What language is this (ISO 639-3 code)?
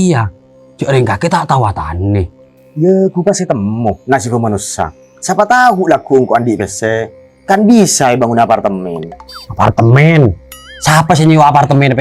mad